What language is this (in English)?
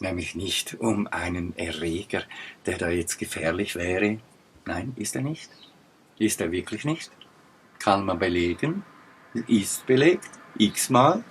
Swiss German